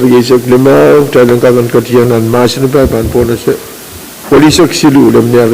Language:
Pohnpeian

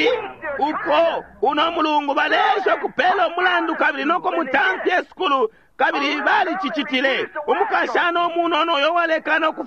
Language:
Bemba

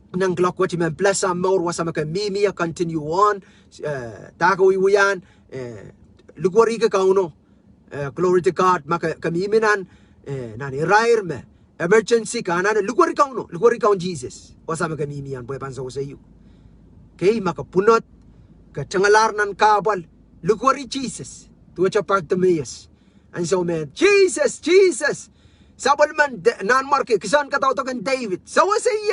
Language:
Pohnpeian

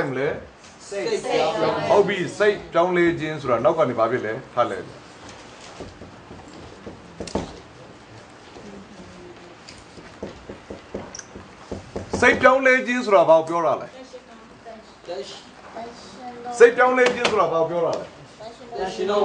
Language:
Burmese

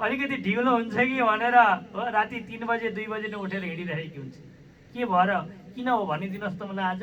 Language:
Nepali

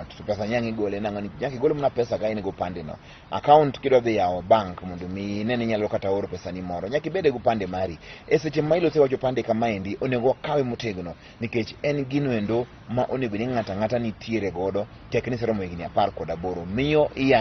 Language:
Luo (Kenya and Tanzania)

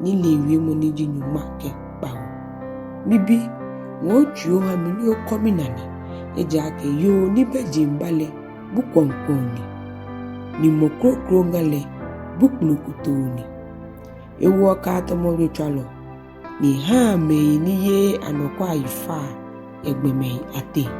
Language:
Ga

